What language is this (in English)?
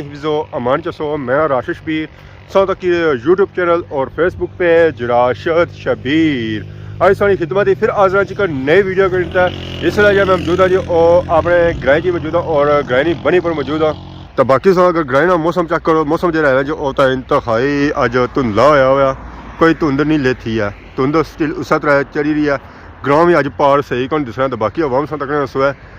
Pahari-Potwari